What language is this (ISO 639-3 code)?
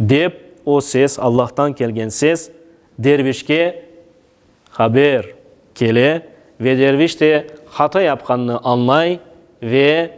crh